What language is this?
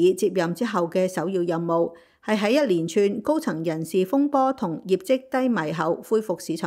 Cantonese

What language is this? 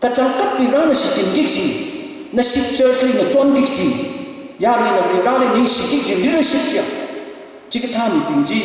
Tangkhul Naga (India)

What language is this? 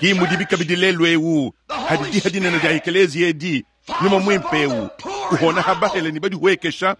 Luba-Lulua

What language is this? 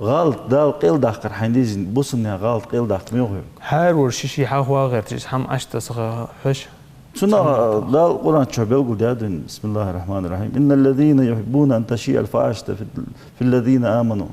Ingush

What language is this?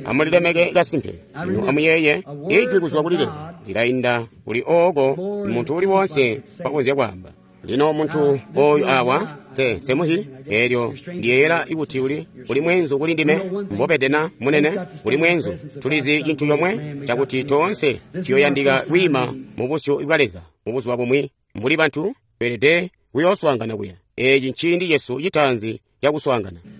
Tonga (Zambia)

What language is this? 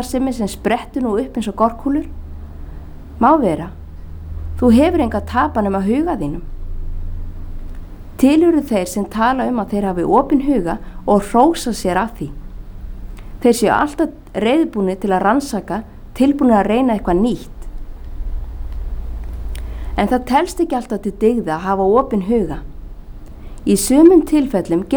Icelandic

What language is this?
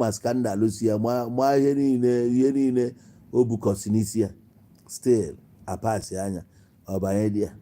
Igbo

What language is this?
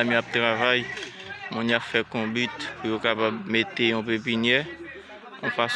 Haitian Creole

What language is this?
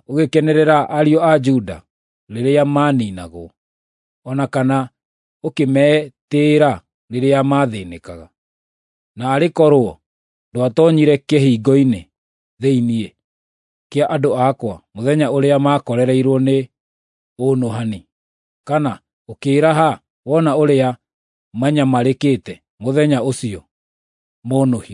Kikuyu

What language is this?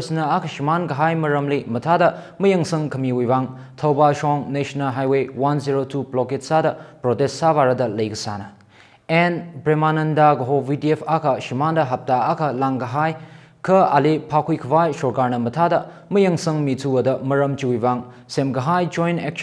Tangkhul Naga (India)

